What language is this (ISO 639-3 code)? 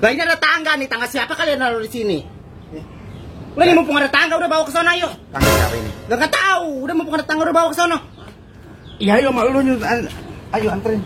bew